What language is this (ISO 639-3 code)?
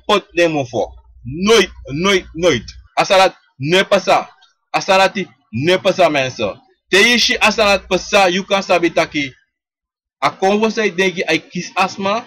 srn